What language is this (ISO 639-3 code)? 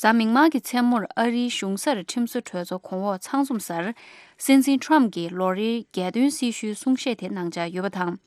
bod